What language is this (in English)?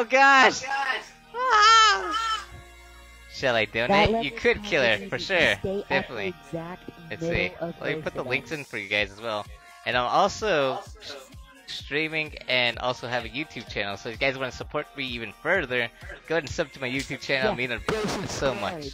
English